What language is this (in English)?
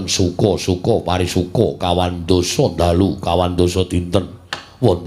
Javanese